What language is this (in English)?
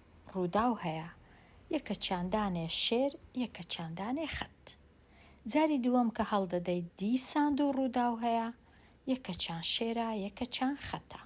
Central Kurdish